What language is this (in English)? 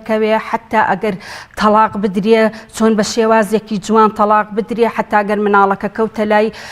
Central Kurdish